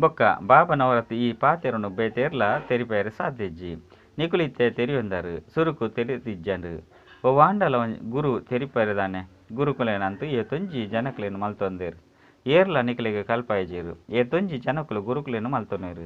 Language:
Tulu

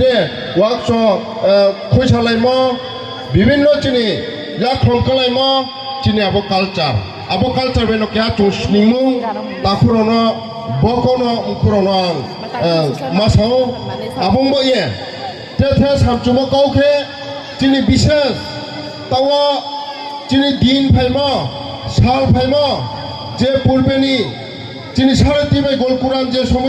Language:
Riang (India)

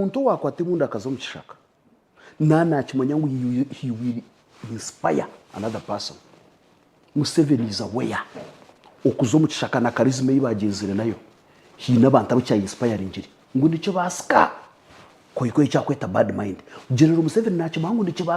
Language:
Nyankole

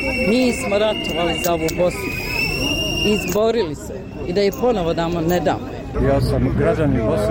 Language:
Bosnian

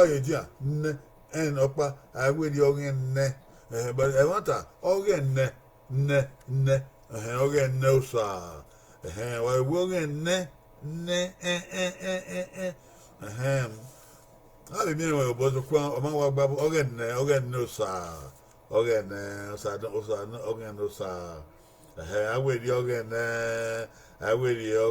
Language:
Bini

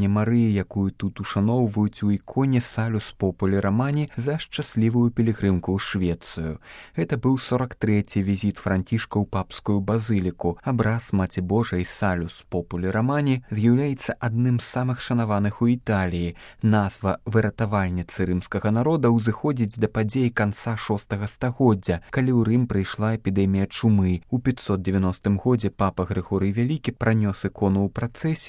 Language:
Belarusian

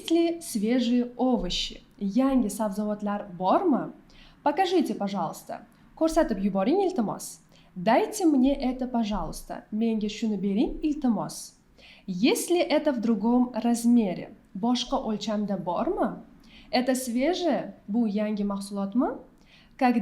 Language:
Uzbek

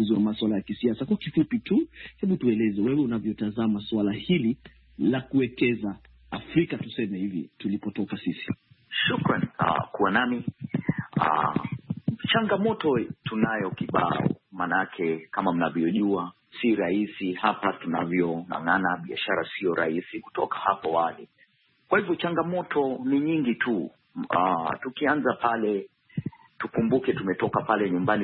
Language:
Swahili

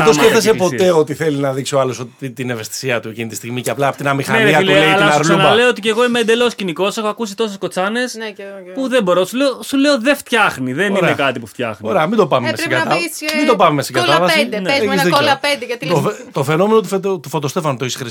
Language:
Greek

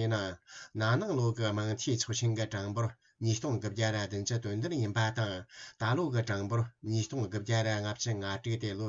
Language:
Tibetan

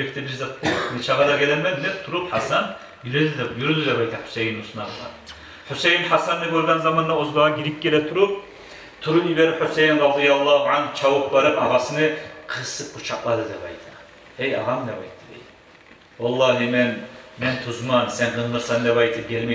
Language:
Kumyk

